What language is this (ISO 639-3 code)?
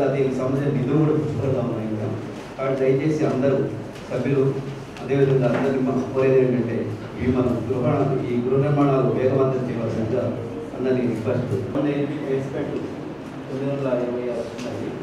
tel